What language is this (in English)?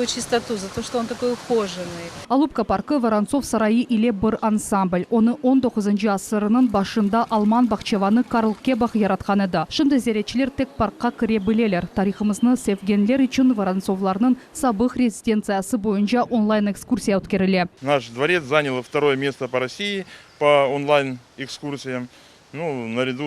Crimean Tatar